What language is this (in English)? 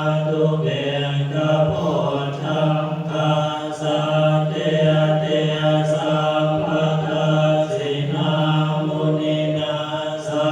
Pali